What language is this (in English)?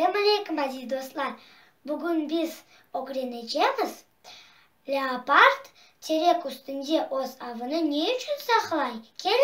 Crimean Tatar